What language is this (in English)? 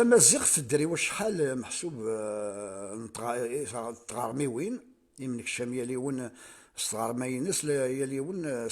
Kabyle